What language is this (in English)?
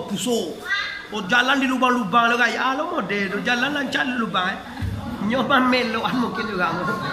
Minangkabau